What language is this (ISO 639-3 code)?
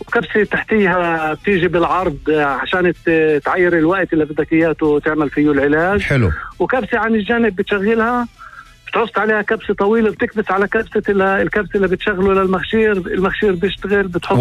apc